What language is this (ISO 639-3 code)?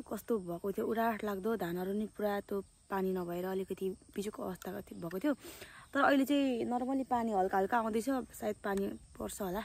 nep